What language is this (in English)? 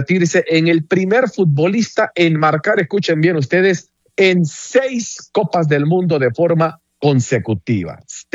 Spanish